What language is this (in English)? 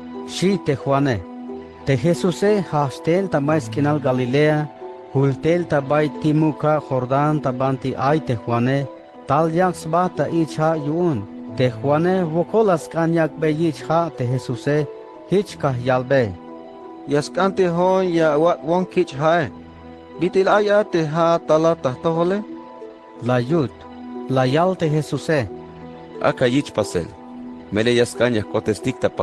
Tzeltal